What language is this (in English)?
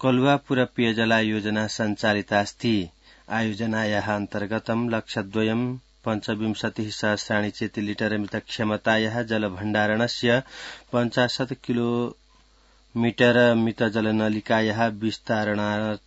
Sanskrit